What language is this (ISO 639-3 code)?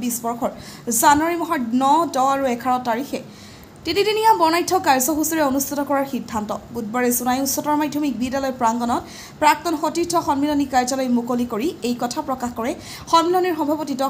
asm